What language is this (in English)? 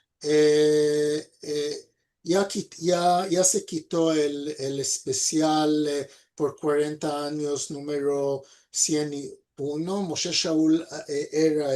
Ladino